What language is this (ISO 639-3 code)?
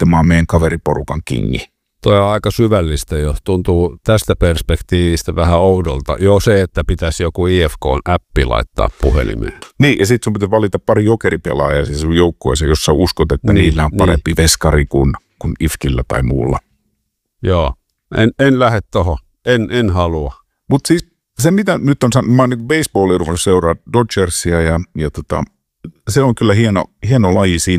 fin